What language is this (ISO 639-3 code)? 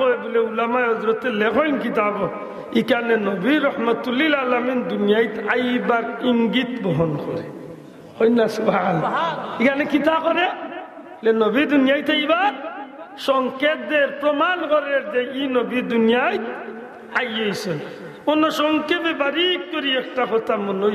syl